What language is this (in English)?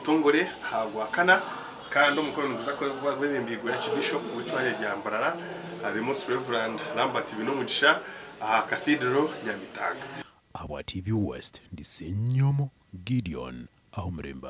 Nyankole